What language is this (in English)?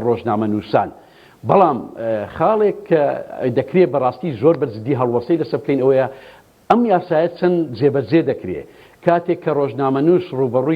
Central Kurdish